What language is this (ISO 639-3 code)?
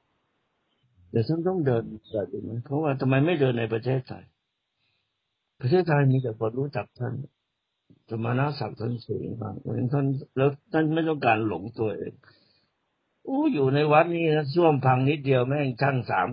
tha